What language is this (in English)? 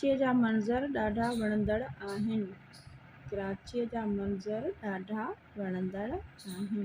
Sindhi